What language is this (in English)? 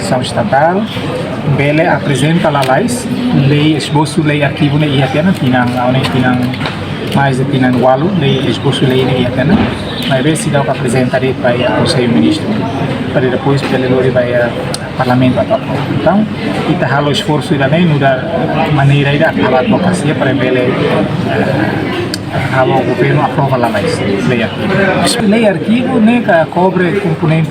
Tetum